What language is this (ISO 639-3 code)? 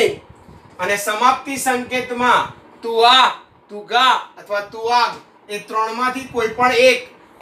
guj